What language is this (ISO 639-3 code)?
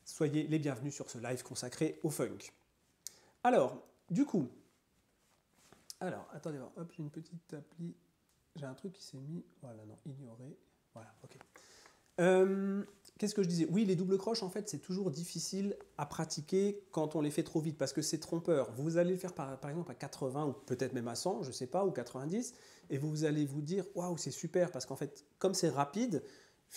fra